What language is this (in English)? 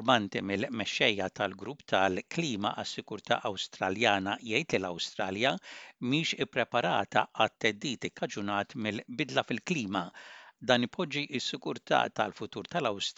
Maltese